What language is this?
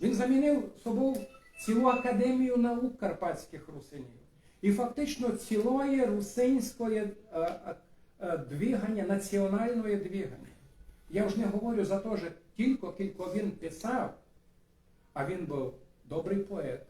Rusyn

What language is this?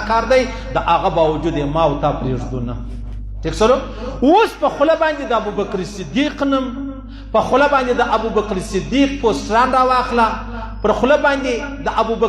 Pashto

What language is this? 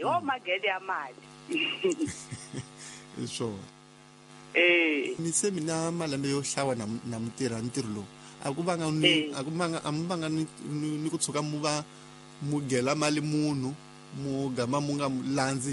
Tsonga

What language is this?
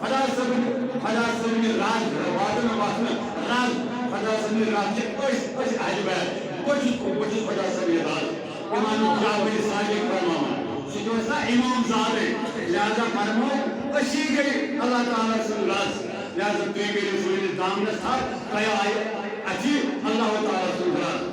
Kashmiri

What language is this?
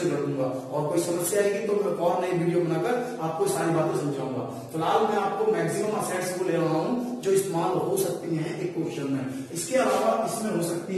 Hindi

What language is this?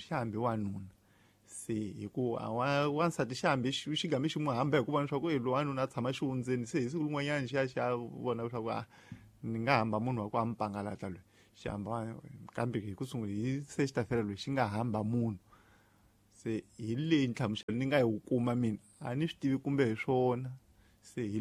Tsonga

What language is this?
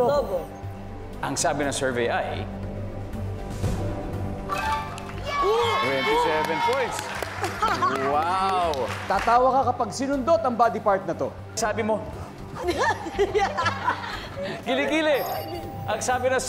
Filipino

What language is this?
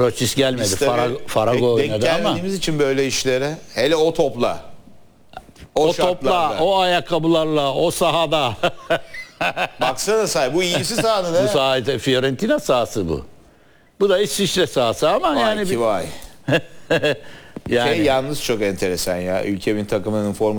Turkish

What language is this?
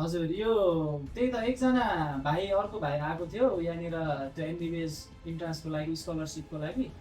Nepali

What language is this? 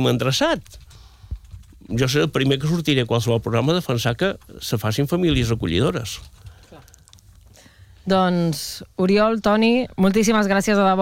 Catalan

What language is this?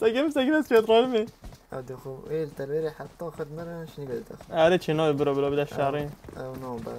Kurdish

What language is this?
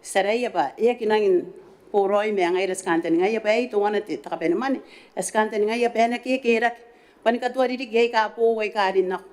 Gilbertese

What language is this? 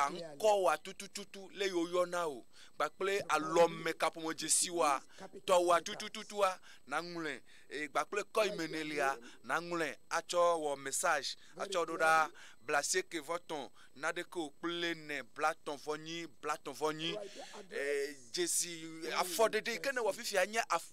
Ewe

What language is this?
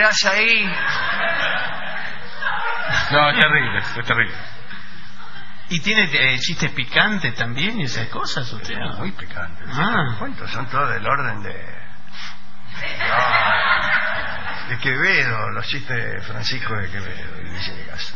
Spanish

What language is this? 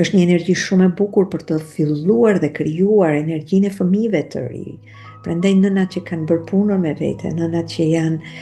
Albanian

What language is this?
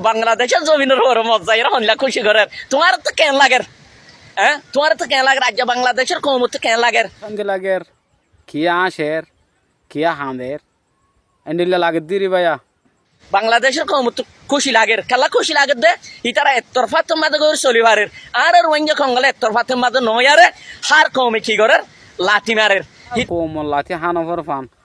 Rohingya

